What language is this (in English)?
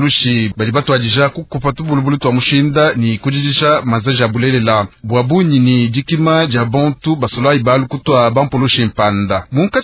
Luba-Lulua